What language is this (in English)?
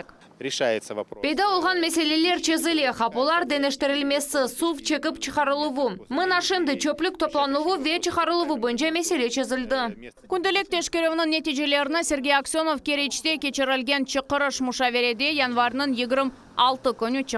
Crimean Tatar